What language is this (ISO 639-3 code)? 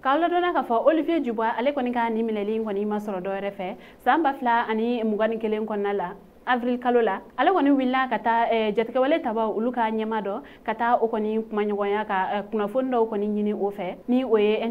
bam